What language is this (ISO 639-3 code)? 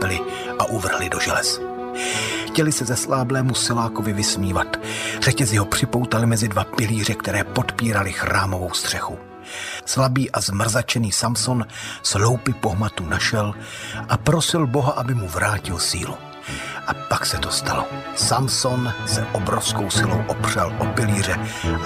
ces